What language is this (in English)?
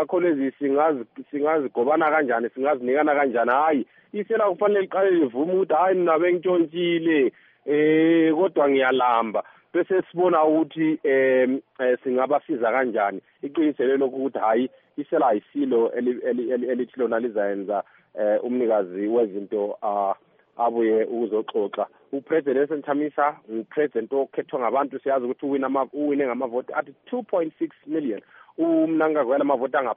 North Ndebele